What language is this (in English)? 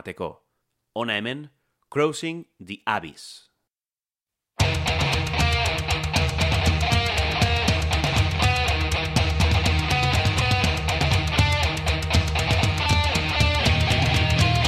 Basque